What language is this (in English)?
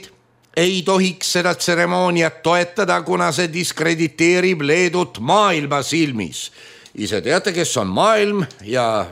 Estonian